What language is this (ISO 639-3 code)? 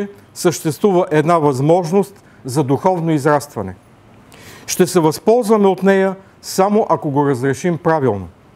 bul